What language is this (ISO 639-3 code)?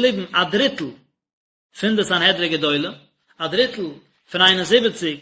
yid